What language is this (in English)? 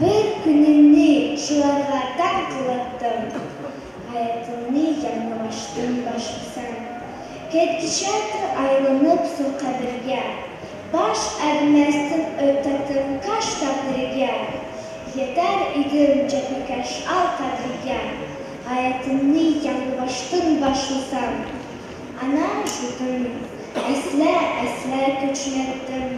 Uyghur